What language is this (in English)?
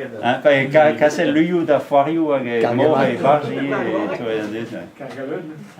Breton